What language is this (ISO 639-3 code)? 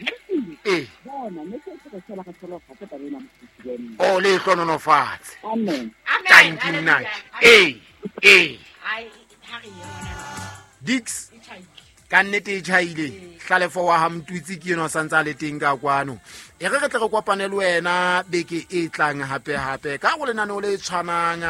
sot